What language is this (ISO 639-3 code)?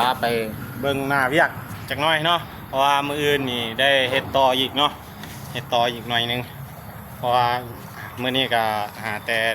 lao